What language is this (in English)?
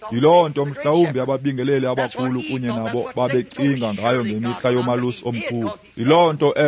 Xhosa